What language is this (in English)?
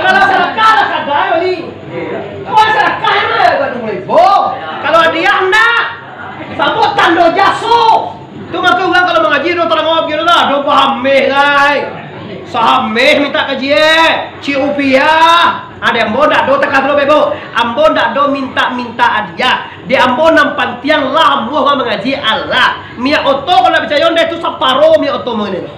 Minangkabau